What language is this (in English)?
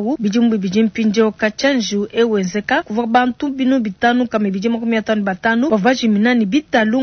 Luba-Lulua